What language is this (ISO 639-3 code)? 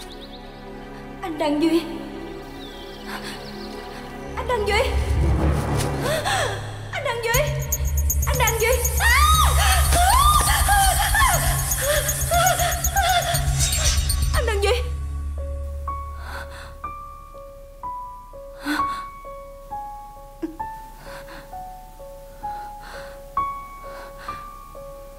vie